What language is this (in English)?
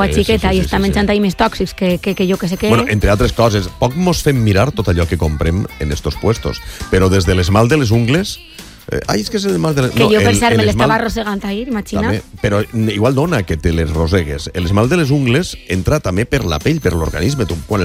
Catalan